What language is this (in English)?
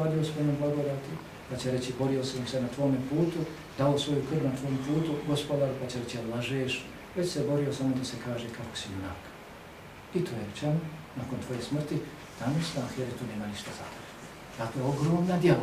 Bosnian